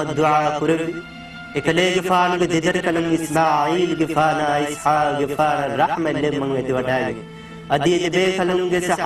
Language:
Divehi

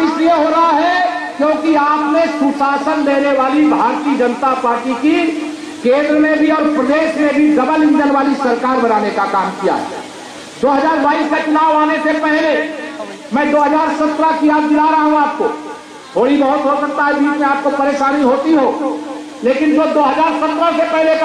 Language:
Hindi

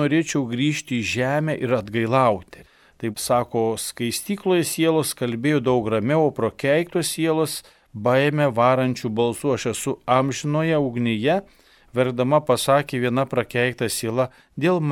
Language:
Lithuanian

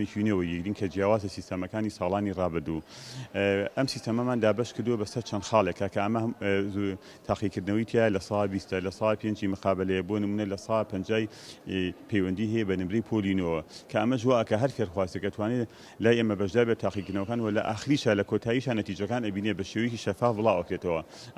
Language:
Central Kurdish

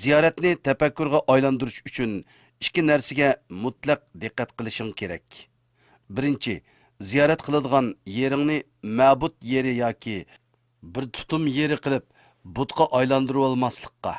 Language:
Uyghur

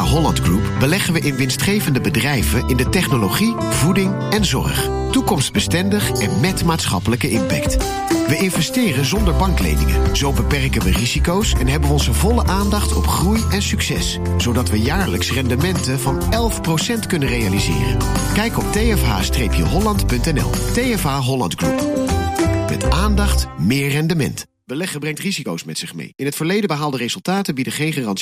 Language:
Dutch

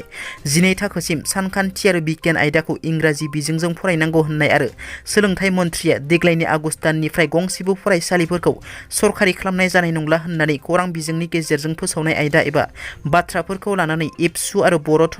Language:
Bodo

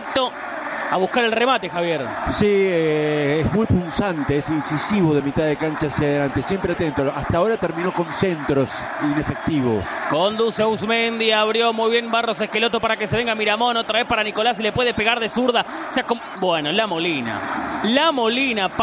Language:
Spanish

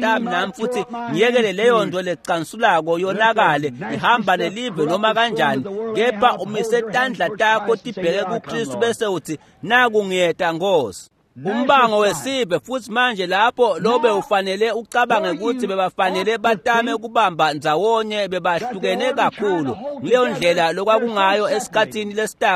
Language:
Swati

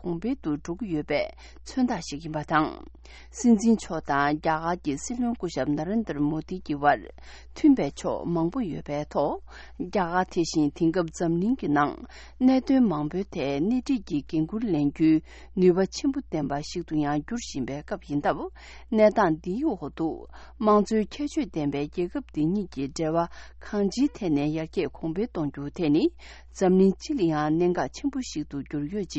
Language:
Tibetan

